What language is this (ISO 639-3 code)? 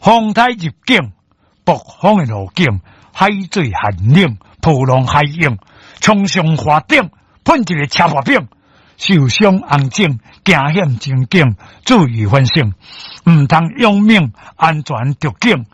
nan